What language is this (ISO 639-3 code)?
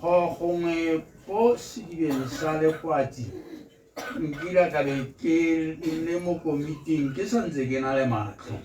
tsn